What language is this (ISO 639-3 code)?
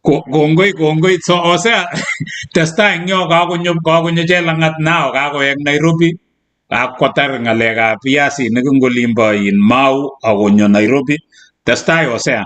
kln